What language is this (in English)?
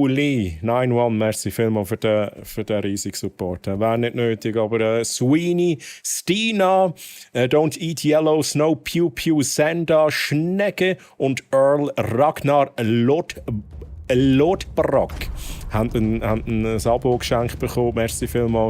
Swiss German